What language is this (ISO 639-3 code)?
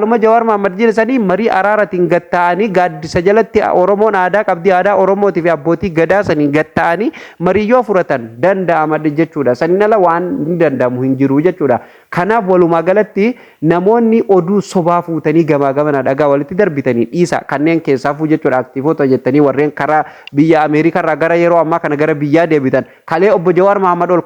orm